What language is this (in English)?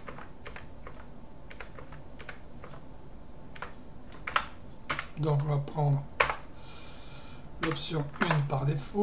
French